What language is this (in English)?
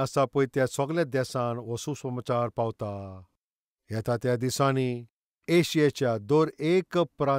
Konkani